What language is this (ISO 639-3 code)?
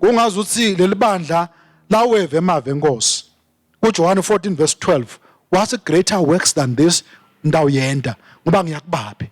ssw